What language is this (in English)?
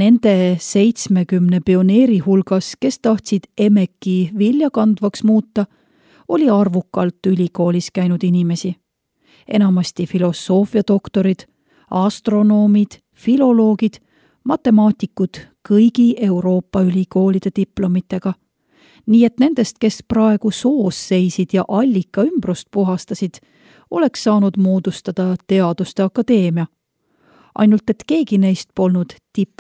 Estonian